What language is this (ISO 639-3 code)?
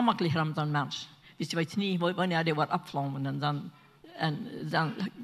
pdt